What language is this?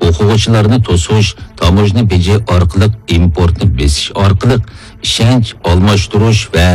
Uyghur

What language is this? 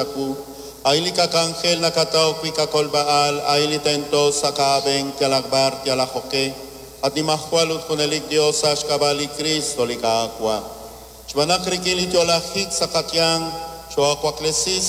Kekchí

